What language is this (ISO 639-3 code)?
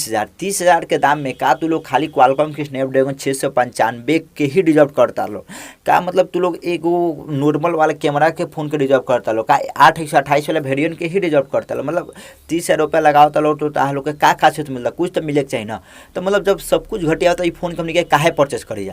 bho